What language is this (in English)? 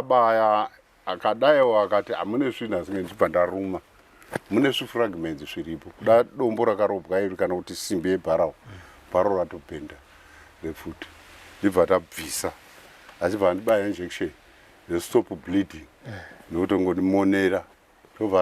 Shona